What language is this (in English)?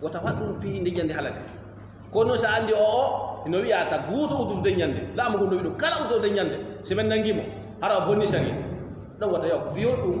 Fula